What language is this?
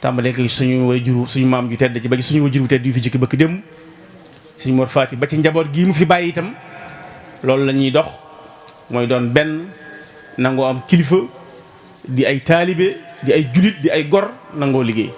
Wolof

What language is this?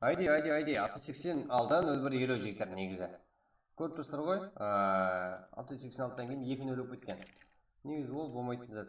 Kara-Kalpak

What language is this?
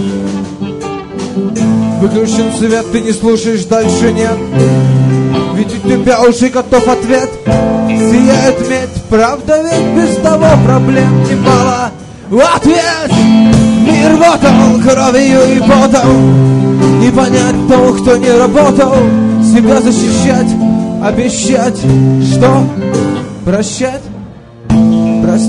Russian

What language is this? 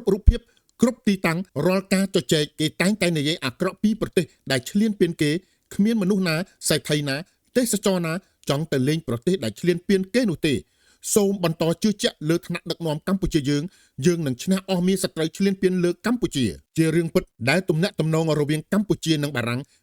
Khmer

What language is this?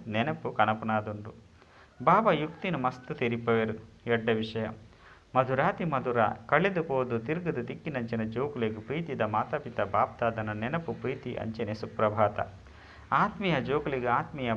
Tulu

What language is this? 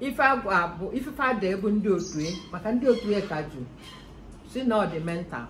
Igbo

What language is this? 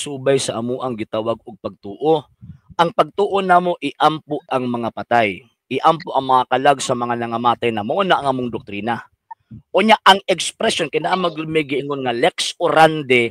Cebuano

